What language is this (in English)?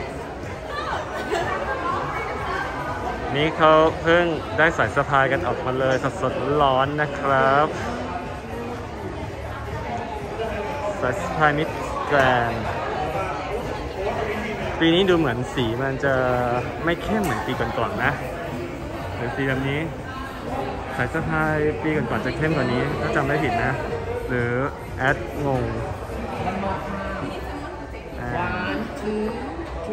Thai